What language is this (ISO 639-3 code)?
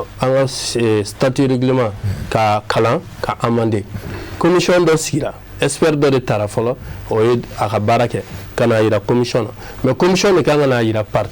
bam